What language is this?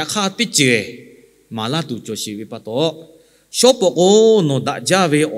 Lahu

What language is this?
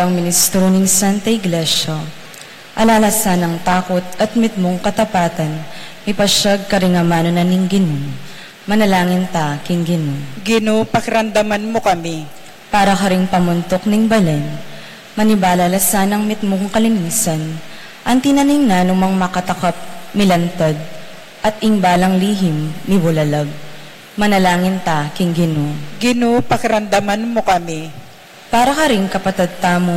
Pampanga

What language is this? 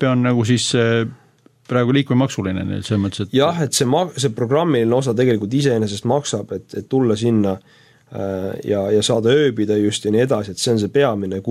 Estonian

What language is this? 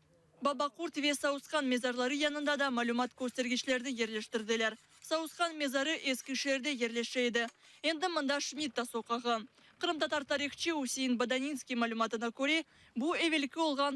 Crimean Tatar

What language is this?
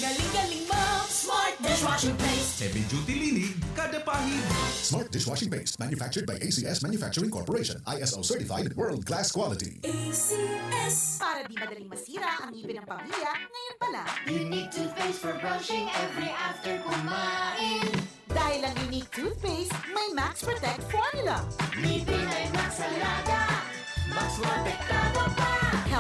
Bikol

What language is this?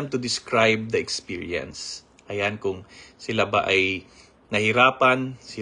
Filipino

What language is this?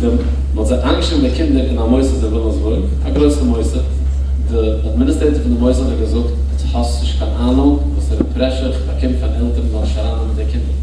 Yiddish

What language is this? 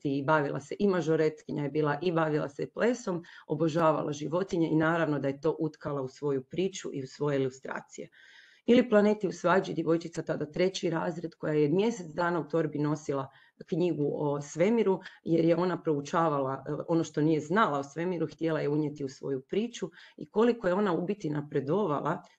Croatian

